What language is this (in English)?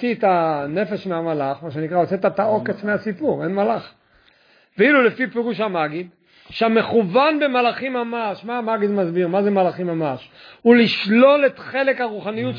Hebrew